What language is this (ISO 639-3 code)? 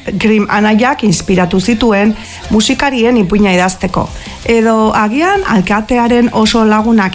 eus